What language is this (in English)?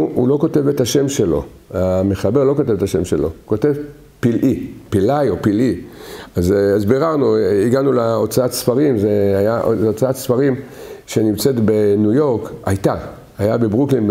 Hebrew